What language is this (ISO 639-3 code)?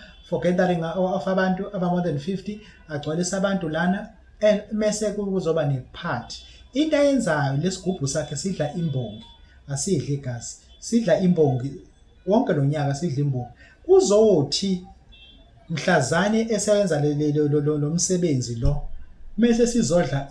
zul